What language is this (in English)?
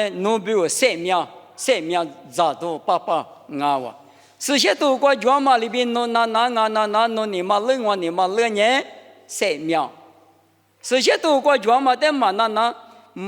Lisu